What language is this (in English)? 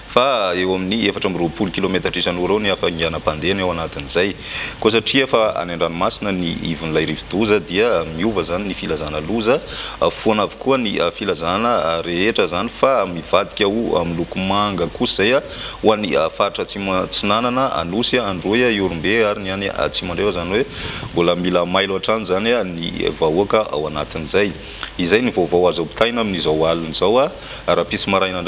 Malagasy